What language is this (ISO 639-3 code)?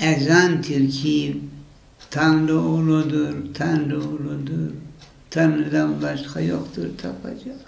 zza